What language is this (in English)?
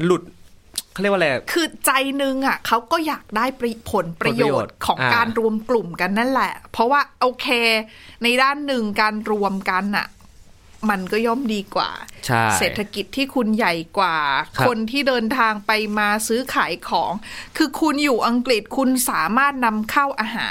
Thai